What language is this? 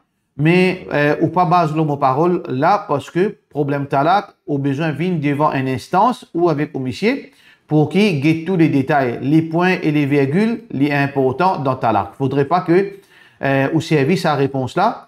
Morisyen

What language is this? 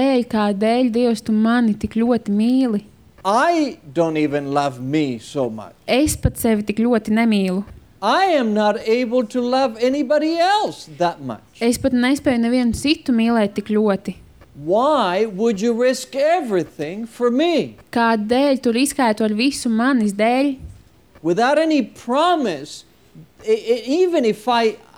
Latvian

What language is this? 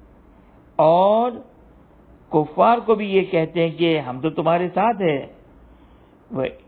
Urdu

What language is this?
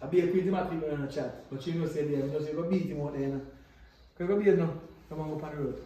Jamaican Creole English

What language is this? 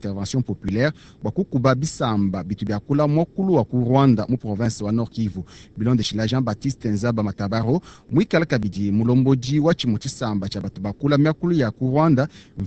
Luba-Lulua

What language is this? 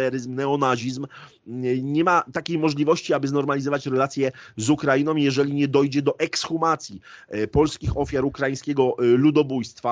Polish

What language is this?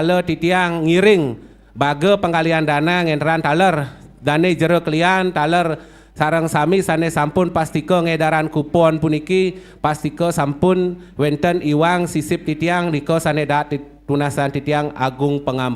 Balinese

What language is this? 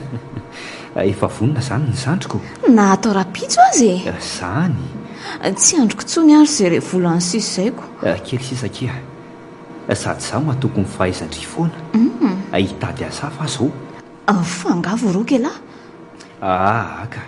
Malagasy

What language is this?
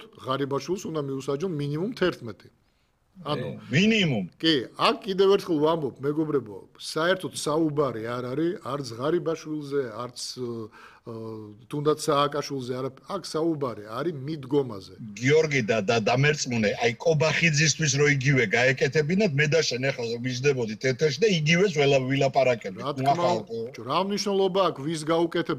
Georgian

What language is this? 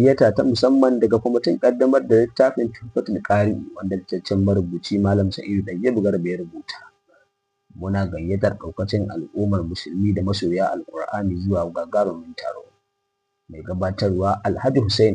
Hausa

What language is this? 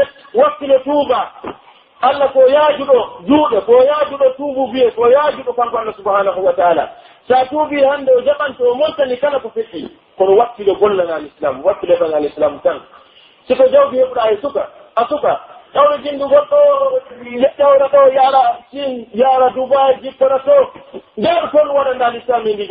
Pular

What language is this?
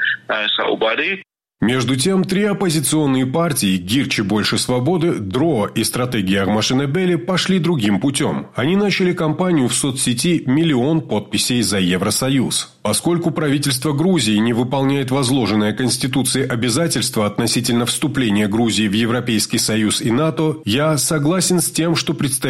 Russian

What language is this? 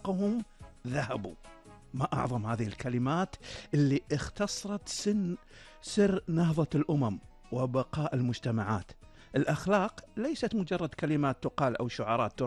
Gulf Arabic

